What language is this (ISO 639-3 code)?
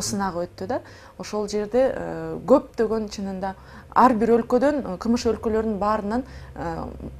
kir